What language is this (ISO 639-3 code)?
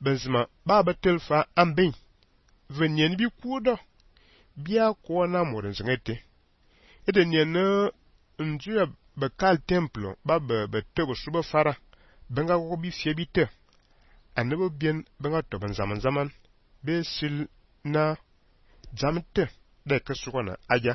fan